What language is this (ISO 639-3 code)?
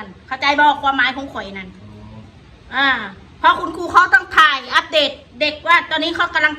tts